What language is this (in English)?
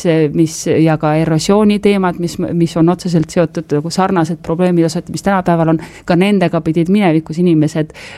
Estonian